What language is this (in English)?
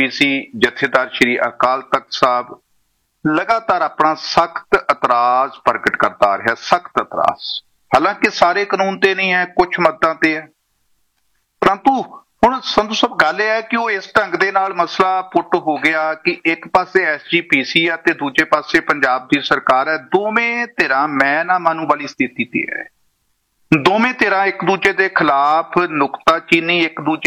Punjabi